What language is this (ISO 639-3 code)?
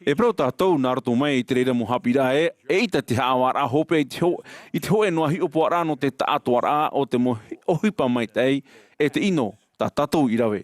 tah